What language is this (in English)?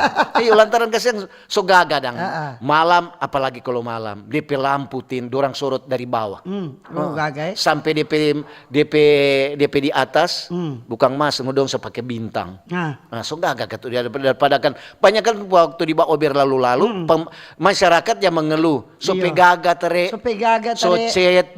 Manado Malay